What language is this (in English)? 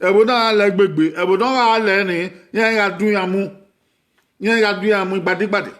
Bini